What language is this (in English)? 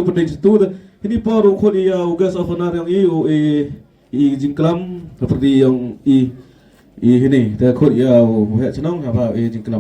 Khasi